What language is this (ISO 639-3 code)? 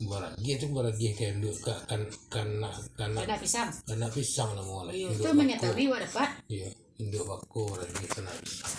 min